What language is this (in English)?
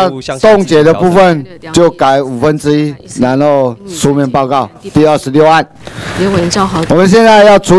Chinese